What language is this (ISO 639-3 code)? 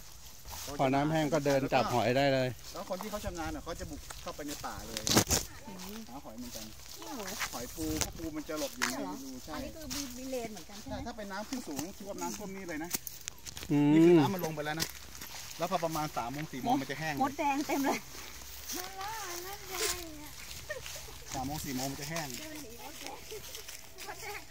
tha